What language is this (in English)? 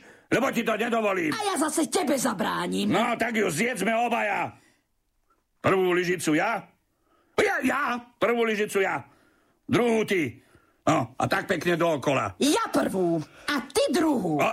Slovak